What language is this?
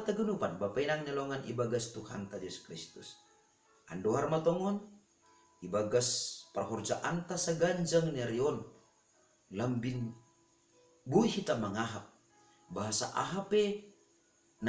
Batak Simalungun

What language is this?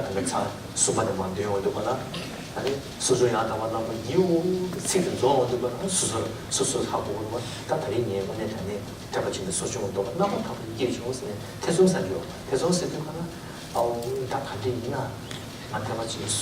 Tibetan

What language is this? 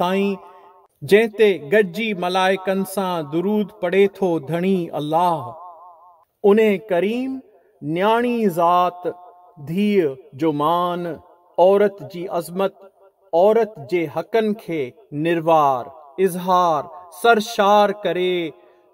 Sindhi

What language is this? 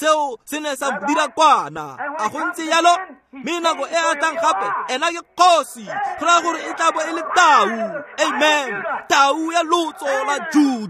Tswana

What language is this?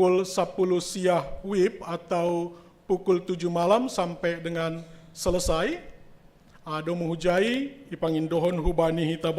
Batak Simalungun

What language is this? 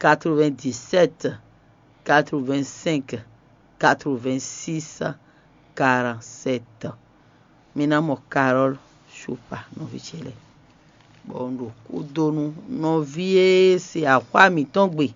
Fon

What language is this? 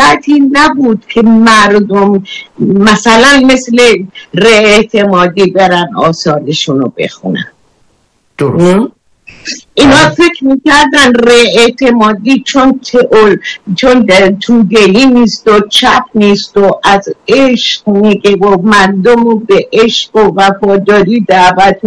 Persian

